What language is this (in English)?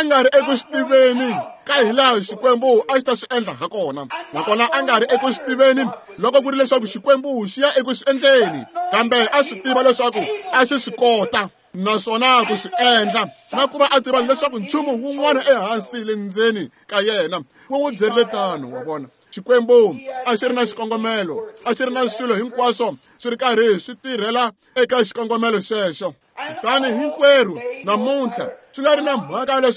Tsonga